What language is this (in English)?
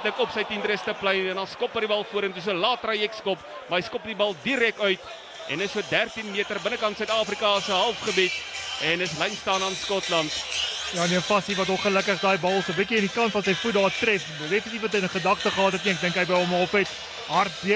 Afrikaans